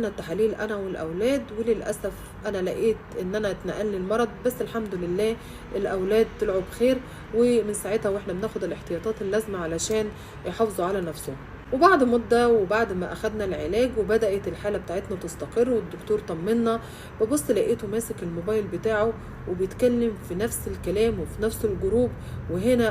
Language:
Egyptian Arabic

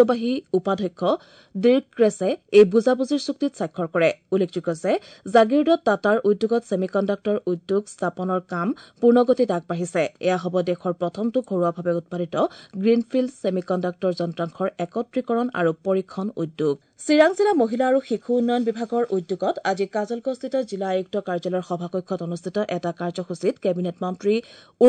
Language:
Assamese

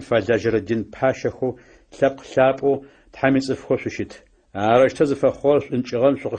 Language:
Adyghe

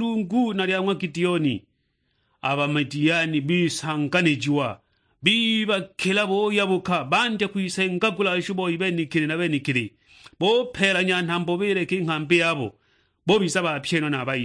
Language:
Sukuma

